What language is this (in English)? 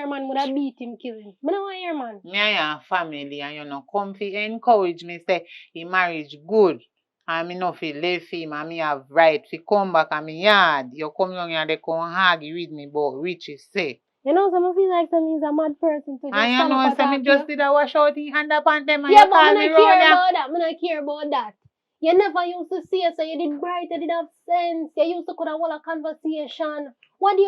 Jamaican Creole English